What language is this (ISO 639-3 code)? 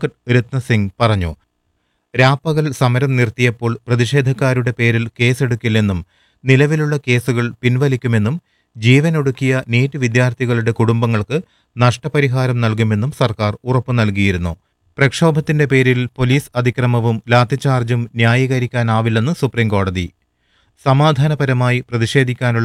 mal